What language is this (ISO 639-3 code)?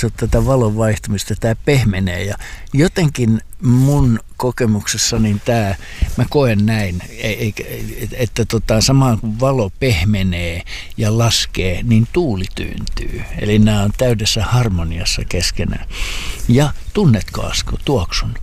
fin